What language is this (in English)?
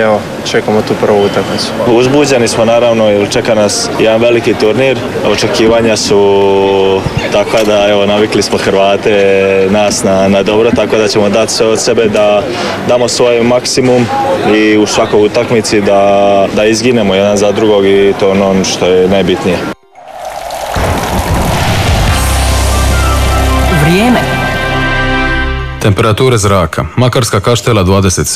Croatian